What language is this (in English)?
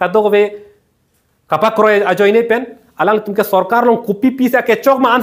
Karbi